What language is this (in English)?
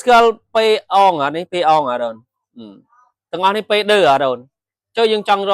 Khmer